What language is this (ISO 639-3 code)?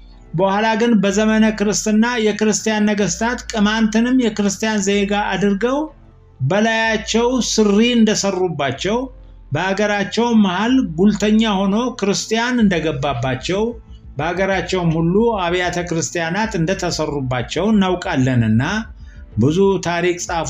amh